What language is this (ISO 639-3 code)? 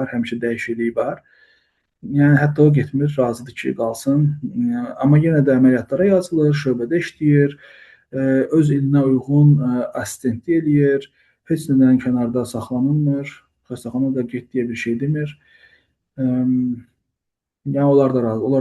aze